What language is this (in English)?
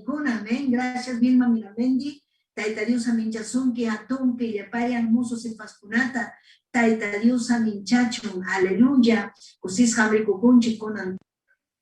Ayacucho Quechua